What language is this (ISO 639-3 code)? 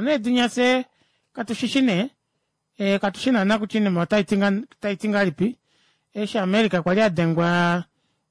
kua